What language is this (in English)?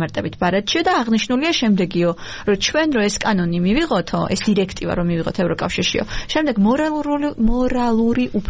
Georgian